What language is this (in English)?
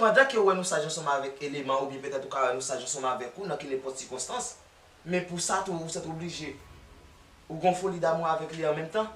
Haitian Creole